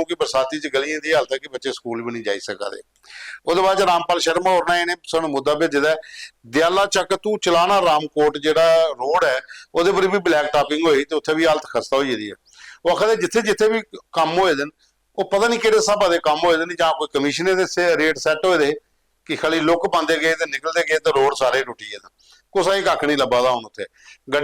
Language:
Dogri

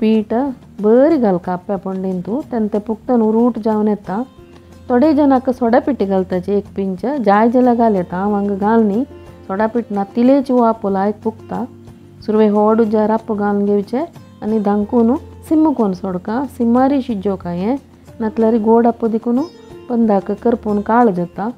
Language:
Konkani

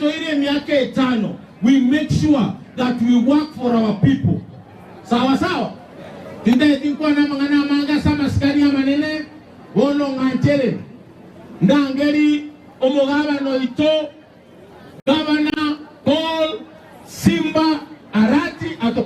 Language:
Gusii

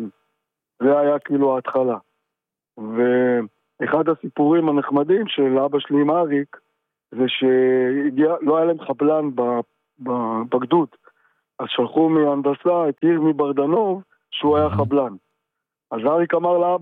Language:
Hebrew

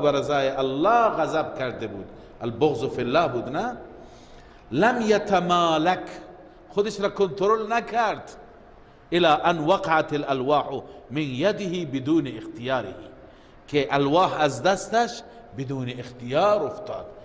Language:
Persian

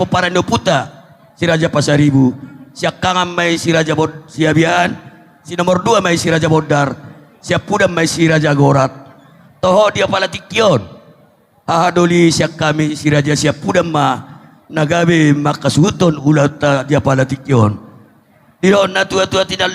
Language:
Batak Toba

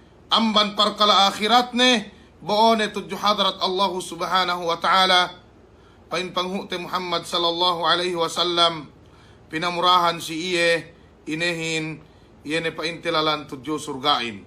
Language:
Yakan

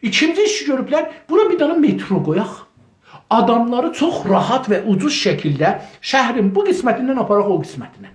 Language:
South Azerbaijani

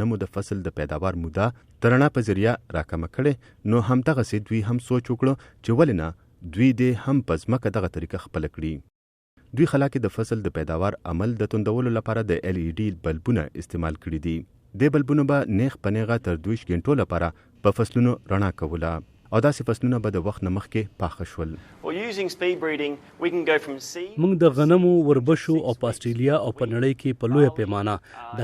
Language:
Pashto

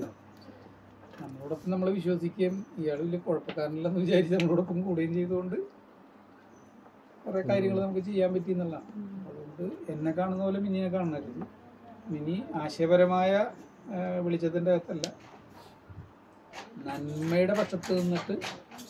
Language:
Malayalam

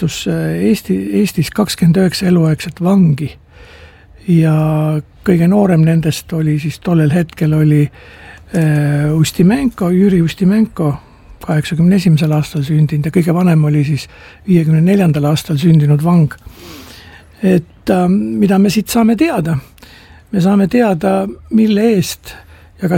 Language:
Estonian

